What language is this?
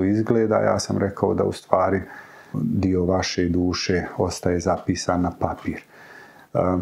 Bosnian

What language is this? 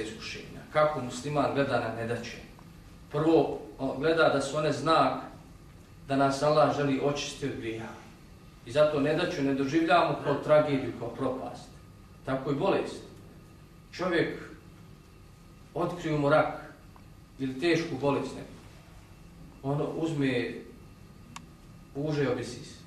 Bosnian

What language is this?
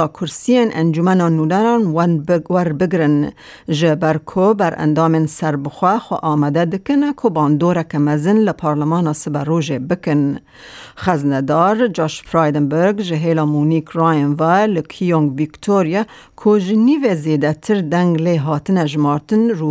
Kurdish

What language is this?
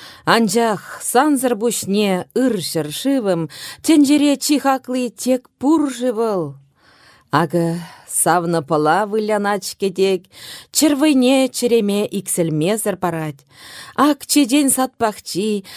Chuvash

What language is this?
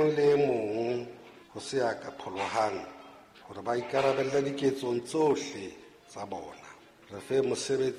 Southern Sotho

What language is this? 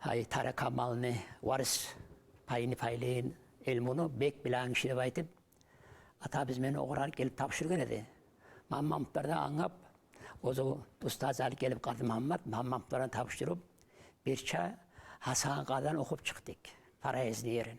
Kumyk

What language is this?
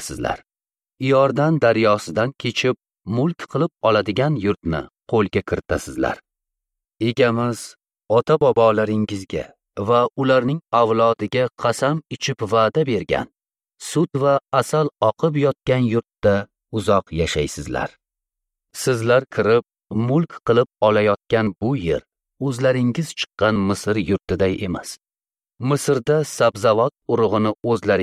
Uzbek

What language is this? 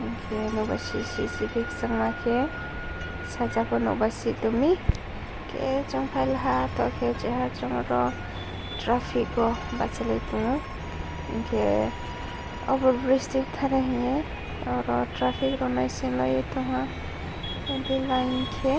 Riang (India)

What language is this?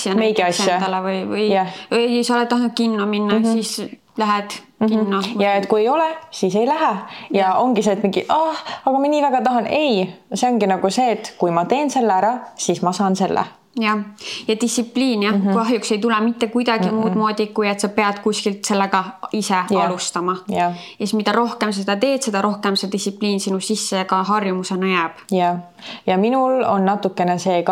Estonian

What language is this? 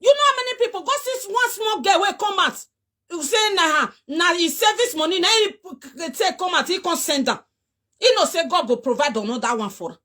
Nigerian Pidgin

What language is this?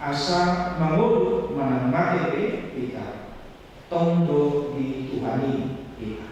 Batak Toba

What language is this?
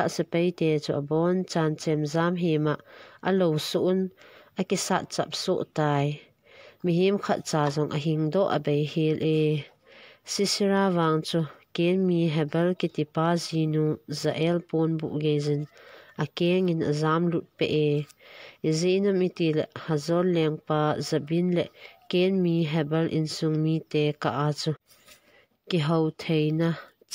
Thado Chin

